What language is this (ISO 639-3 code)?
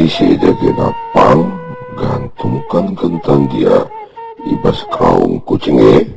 btx